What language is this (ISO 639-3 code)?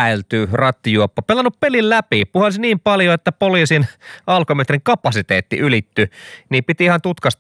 fin